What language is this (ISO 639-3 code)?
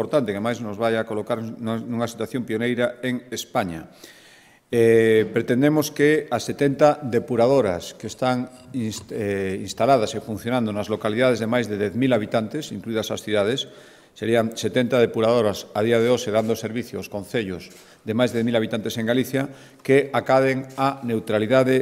glg